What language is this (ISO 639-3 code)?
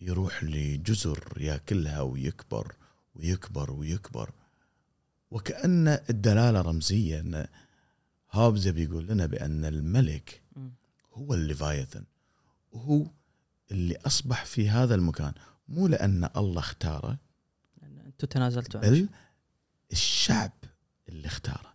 afb